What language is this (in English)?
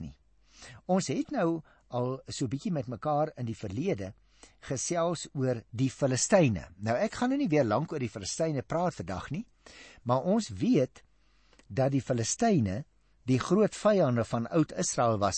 Afrikaans